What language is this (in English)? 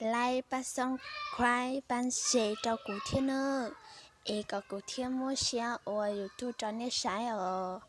Hmong